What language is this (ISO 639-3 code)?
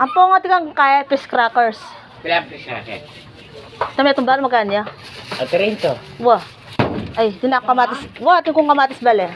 pam